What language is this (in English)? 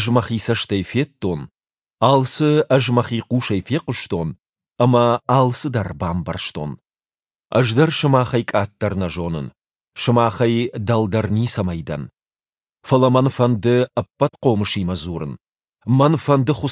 Ossetic